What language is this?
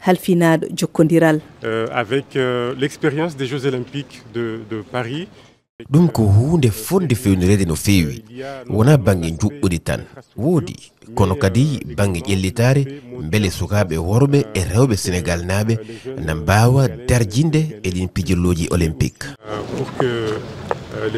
Fula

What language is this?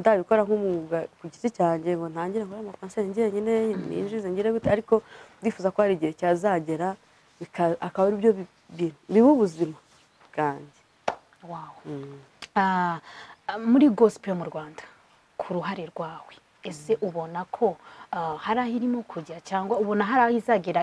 Kinyarwanda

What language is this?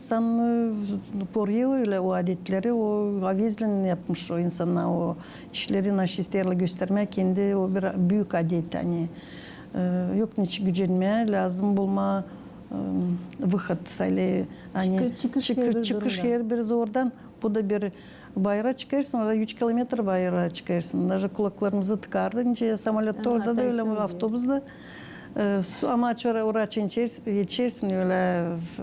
Gagauz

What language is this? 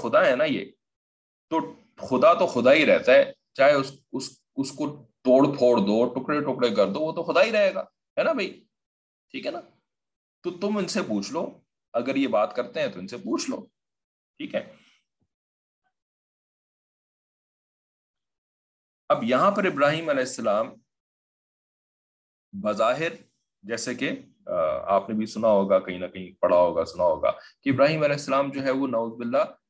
Urdu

